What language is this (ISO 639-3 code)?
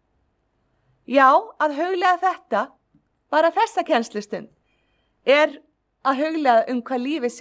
isl